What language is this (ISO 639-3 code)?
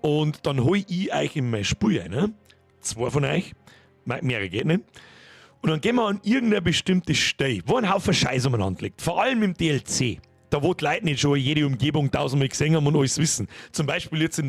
bar